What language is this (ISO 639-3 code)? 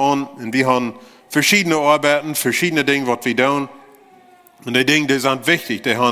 pdt